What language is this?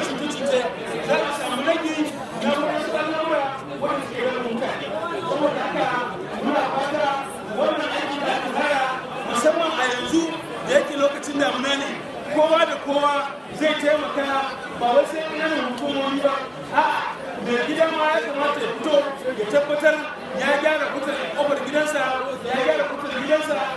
Hausa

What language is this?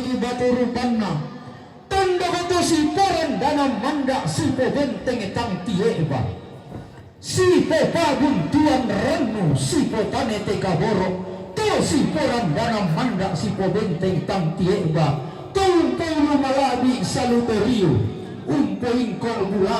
Toraja-Sa'dan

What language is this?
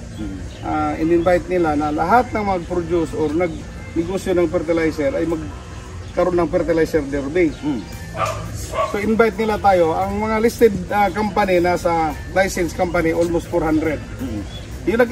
Filipino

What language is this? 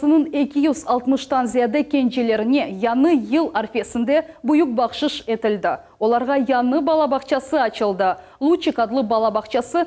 Crimean Tatar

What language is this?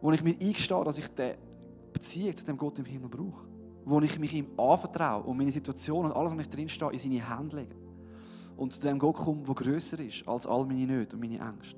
Swiss German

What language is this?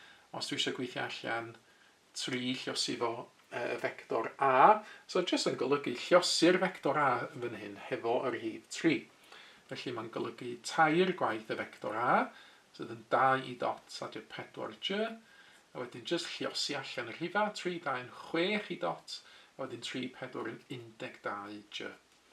Welsh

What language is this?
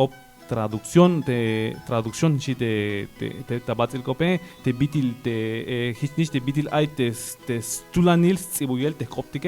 Tzeltal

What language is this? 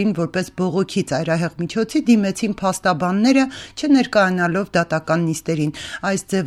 Armenian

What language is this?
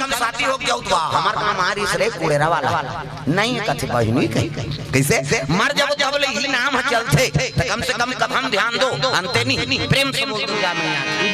Chhattisgarhi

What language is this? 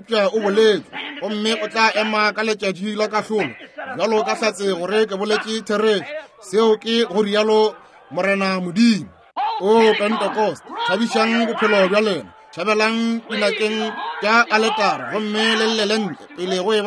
Northern Sotho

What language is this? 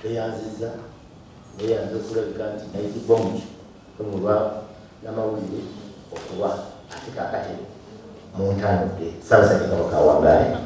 Ganda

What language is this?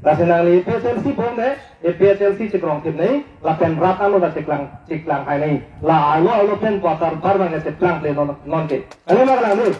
Karbi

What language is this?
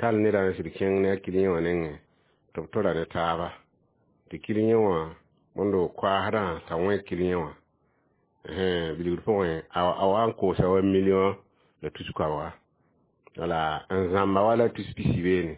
Mossi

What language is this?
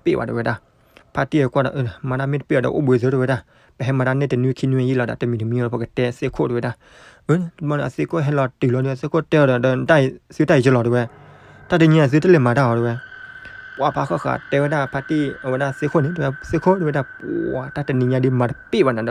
S'gaw Karen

